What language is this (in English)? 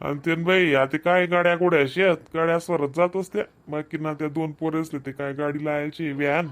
Khandesi